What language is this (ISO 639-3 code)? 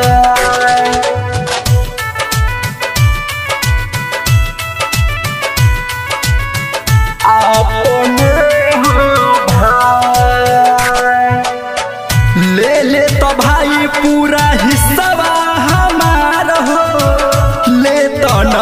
bho